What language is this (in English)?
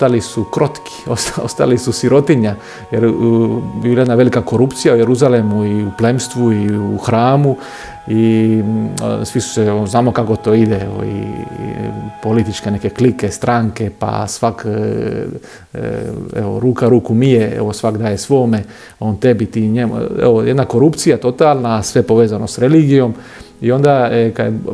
Croatian